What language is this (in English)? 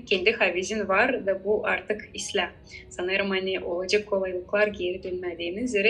Gagauz